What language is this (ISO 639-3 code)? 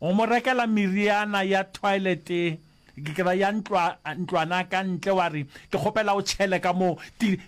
nso